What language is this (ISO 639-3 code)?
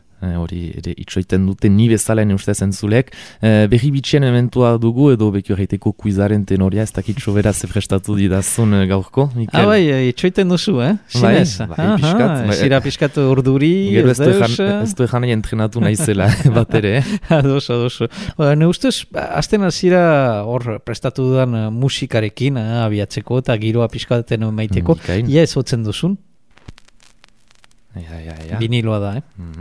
eus